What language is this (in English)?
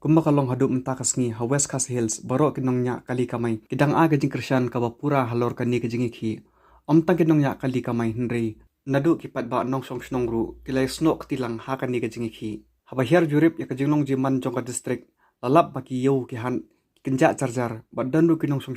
Khasi